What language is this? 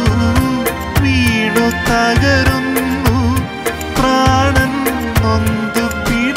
Malayalam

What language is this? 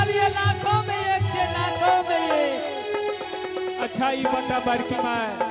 Angika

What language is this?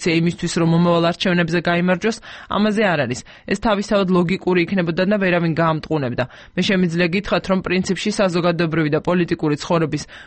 Georgian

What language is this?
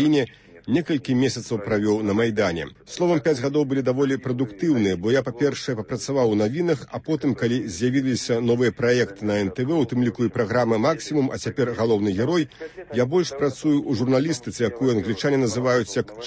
Belarusian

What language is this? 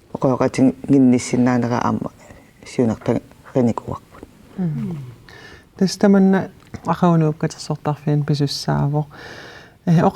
Kalaallisut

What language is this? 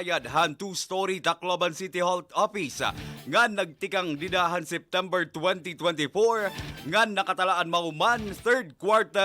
Waray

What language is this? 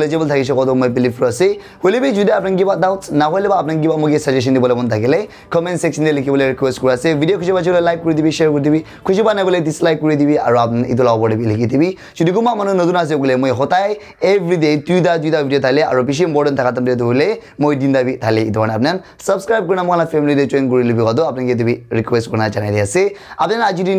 Naga Pidgin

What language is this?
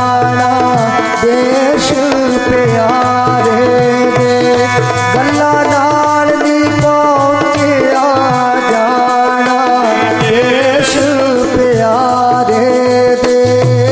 Punjabi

